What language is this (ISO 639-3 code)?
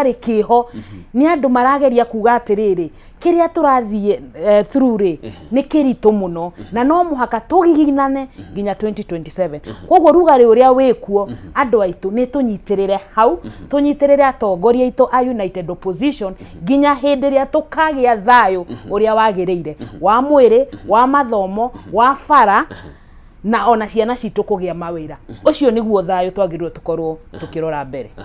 kik